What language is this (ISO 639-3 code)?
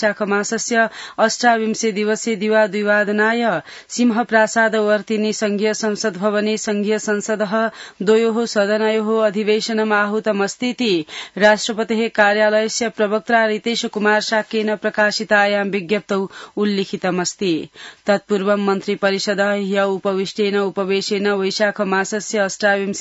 san